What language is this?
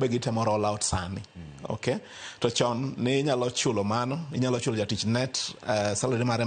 Luo (Kenya and Tanzania)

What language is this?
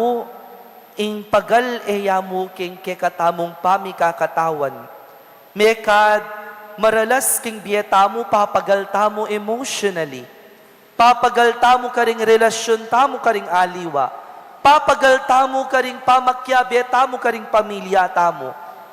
Pampanga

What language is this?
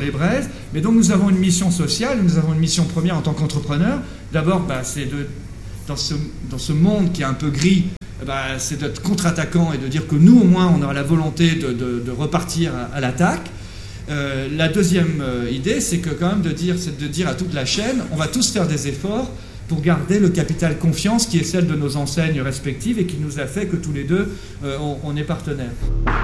French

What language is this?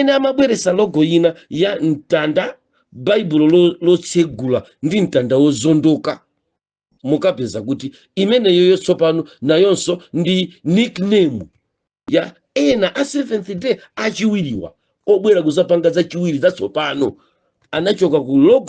Nyanja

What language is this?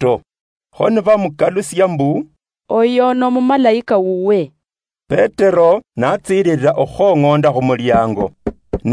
Luyia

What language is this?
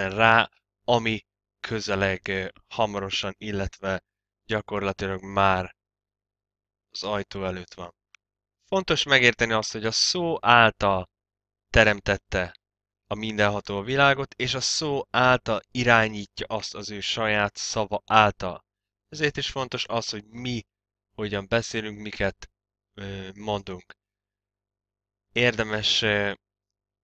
Hungarian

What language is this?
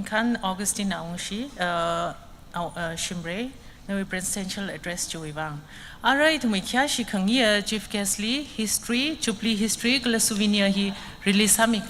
Tangkhul Naga (India)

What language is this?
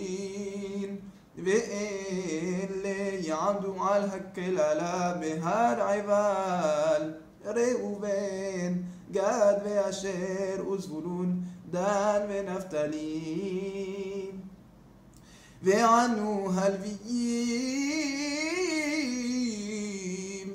Hebrew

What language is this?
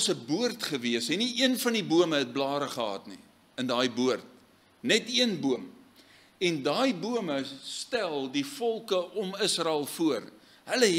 Afrikaans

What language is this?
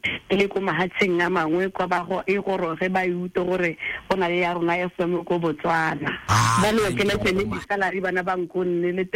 Tswana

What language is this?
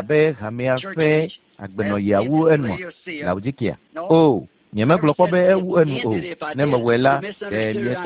Ewe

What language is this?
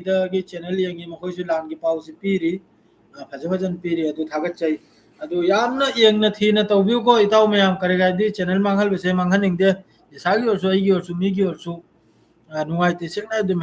Manipuri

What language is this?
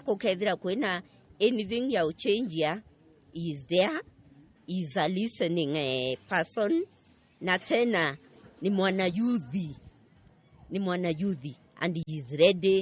Meru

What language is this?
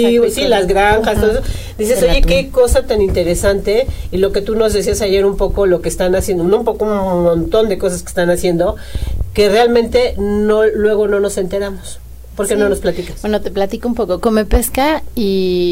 Spanish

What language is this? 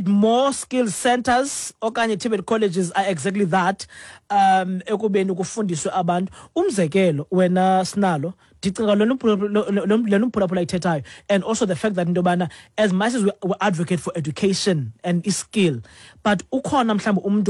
Xhosa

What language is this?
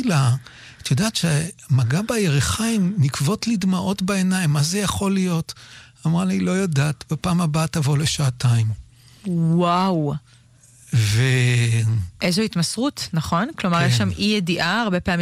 Hebrew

